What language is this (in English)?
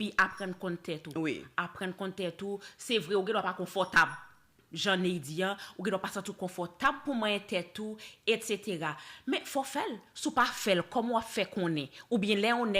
Haitian Creole